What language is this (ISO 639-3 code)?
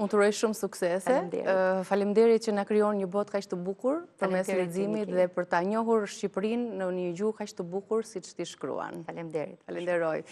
sqi